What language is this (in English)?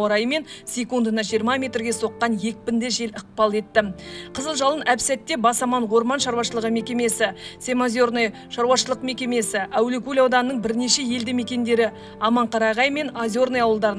Kazakh